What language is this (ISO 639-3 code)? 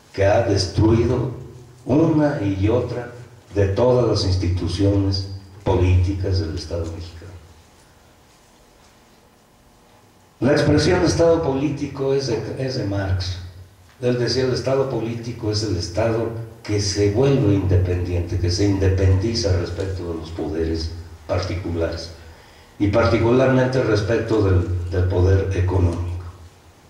spa